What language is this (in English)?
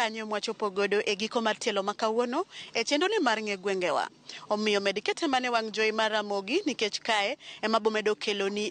Luo (Kenya and Tanzania)